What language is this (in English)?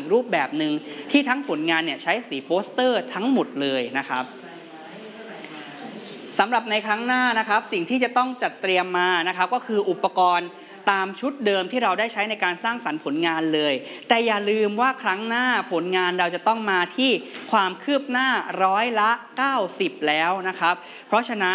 Thai